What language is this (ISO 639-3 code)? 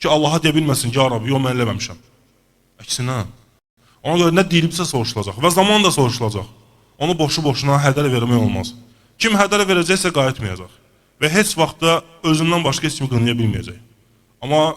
aze